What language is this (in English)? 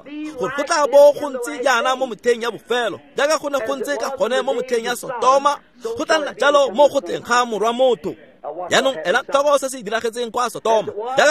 Tswana